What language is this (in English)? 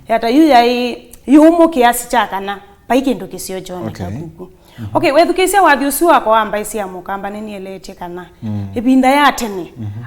Kamba